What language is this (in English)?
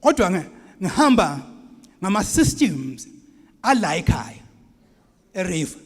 Zulu